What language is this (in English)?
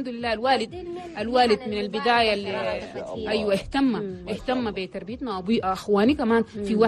Chadian Arabic